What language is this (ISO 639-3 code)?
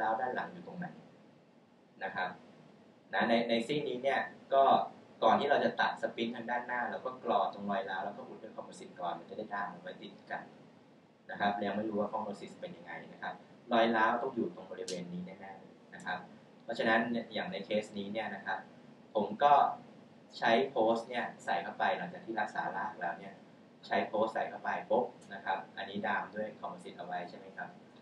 tha